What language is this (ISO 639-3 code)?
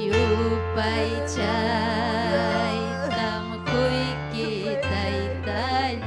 quy